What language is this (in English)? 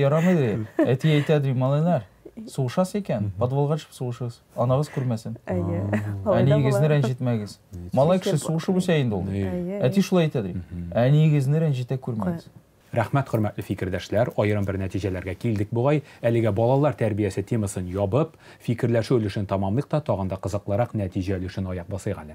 Tatar